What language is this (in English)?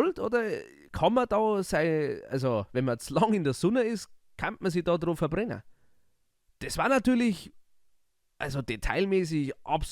Bavarian